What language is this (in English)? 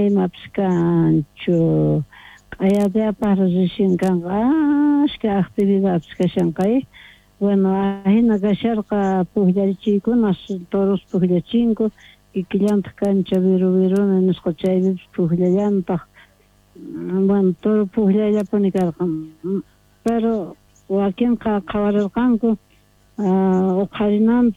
South Bolivian Quechua